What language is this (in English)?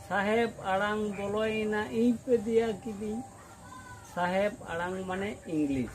Santali